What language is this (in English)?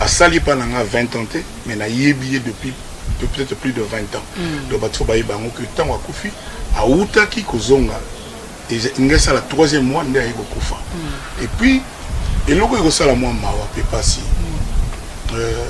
Lingala